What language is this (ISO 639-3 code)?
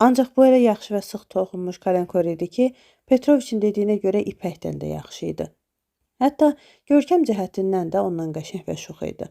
aze